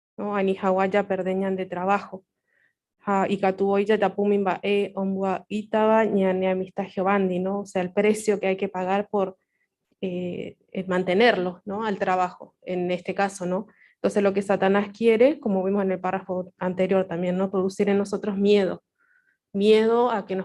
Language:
Guarani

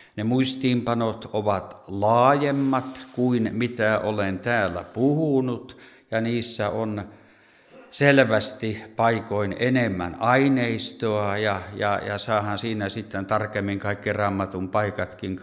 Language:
Finnish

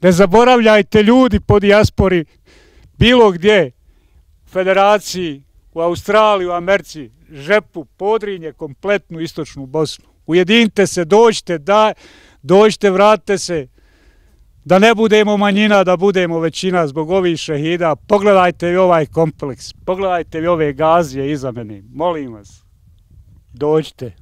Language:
Bosnian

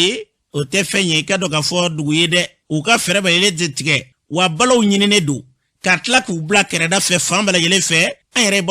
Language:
Bambara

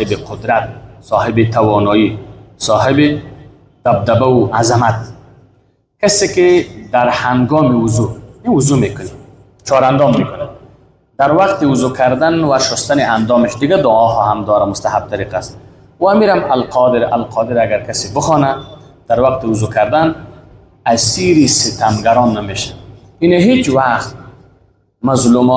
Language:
Persian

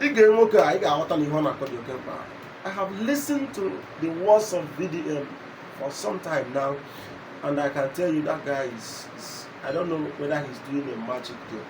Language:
Igbo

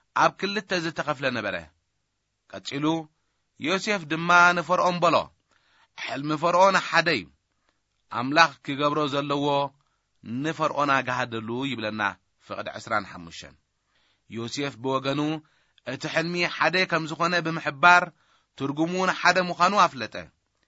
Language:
Tigrinya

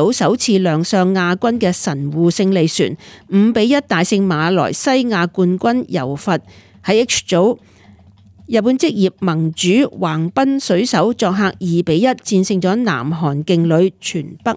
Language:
Cantonese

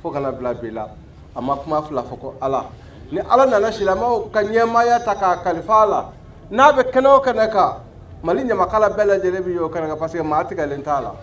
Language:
Bambara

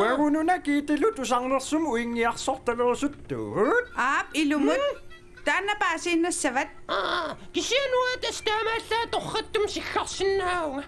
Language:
Kalaallisut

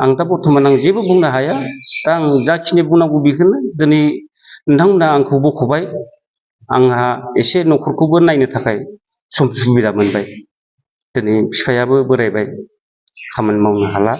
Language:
Bodo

